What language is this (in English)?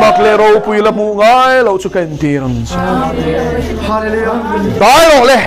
Mizo